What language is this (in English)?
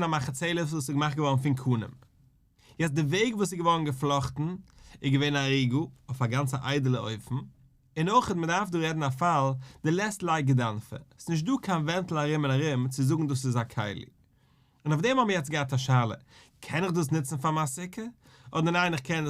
Yiddish